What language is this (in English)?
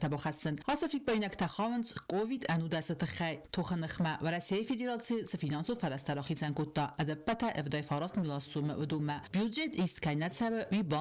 Ossetic